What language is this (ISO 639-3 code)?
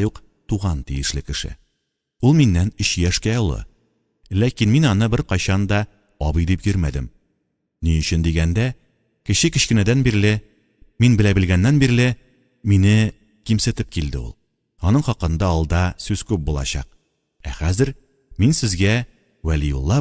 tat